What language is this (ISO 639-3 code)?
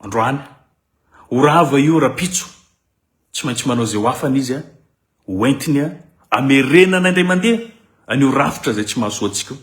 mlg